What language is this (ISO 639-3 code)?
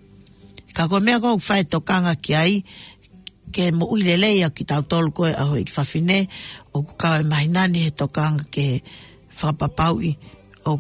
ton